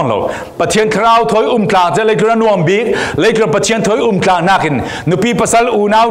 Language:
Falam Chin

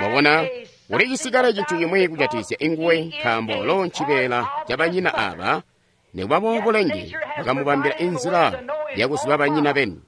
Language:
Tonga (Zambia)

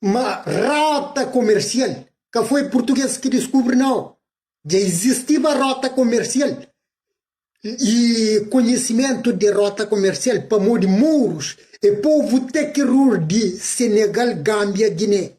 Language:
Kabuverdianu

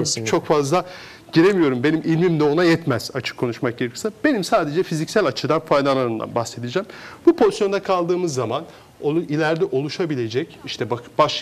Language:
Turkish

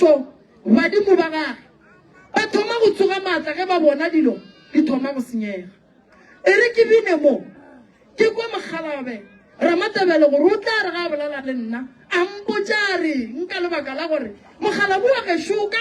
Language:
Northern Sotho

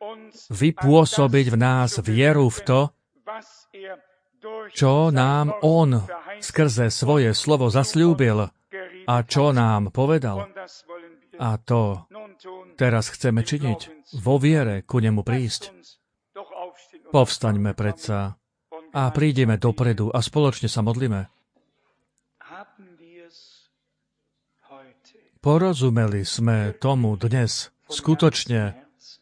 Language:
Slovak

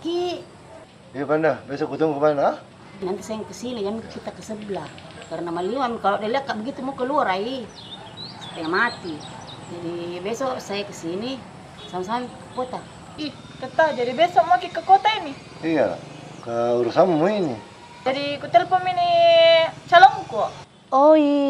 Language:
Makassar Malay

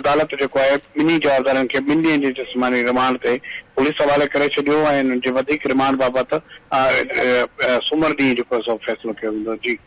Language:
Sindhi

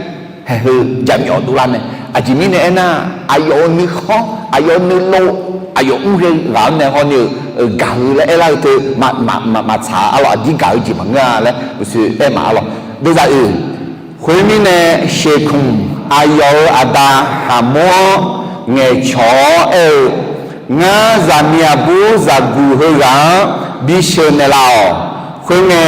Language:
Akha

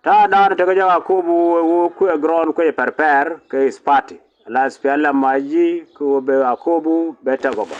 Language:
Nuer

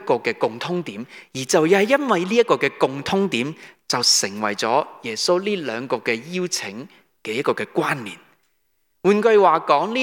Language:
Cantonese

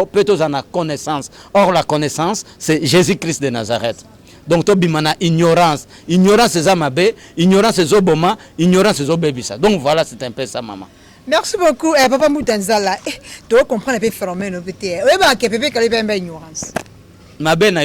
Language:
Lingala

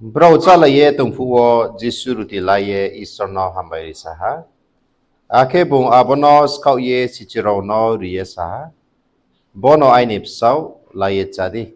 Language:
Riang (India)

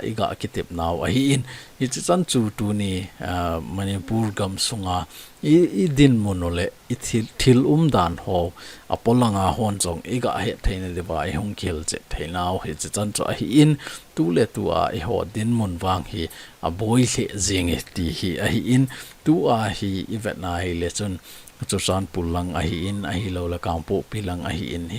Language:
Thado Chin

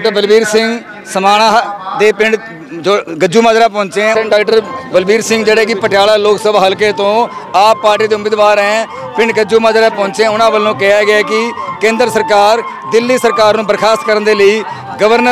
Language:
Punjabi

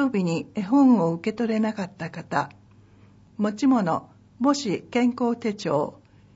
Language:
Japanese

